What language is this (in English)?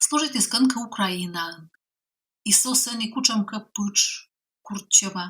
Komi